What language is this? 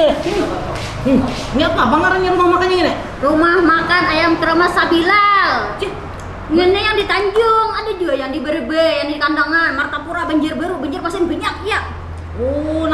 Banjar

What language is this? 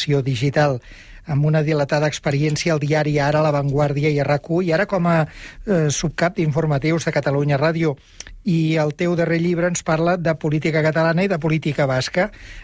Catalan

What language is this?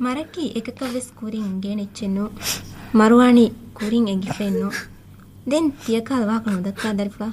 Divehi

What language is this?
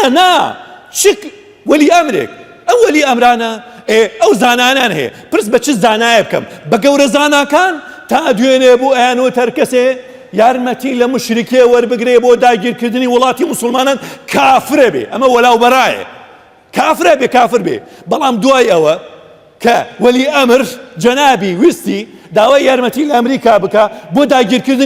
Central Kurdish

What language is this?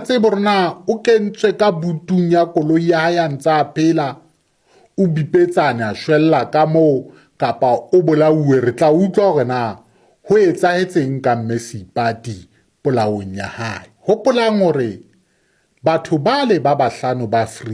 Southern Sotho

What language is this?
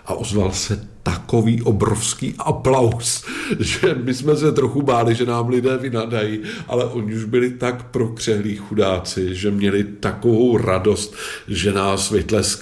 Czech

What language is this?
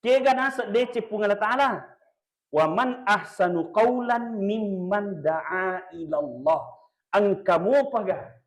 Buginese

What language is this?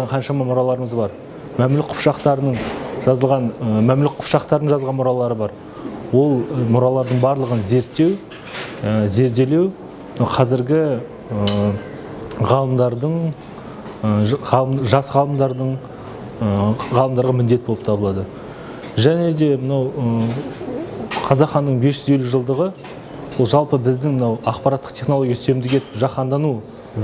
Kazakh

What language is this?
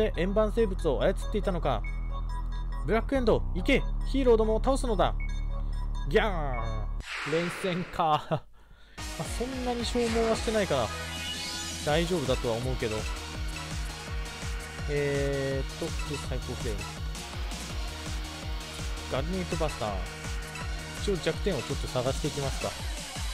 Japanese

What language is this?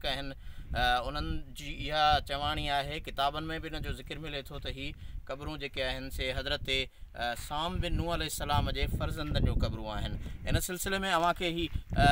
Sindhi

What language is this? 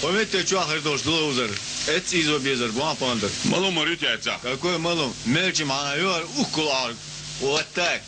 Chechen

